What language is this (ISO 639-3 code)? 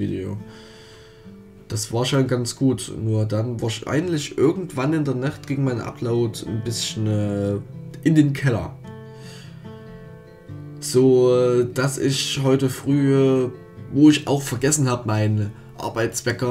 deu